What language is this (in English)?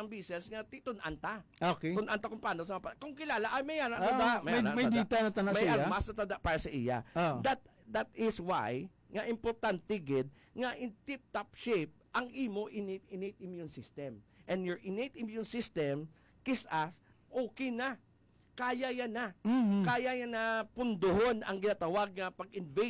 Hiligaynon